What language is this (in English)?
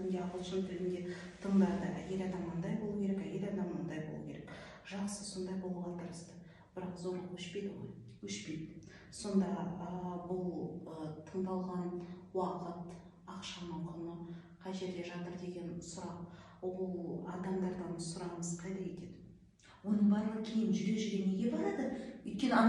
Kazakh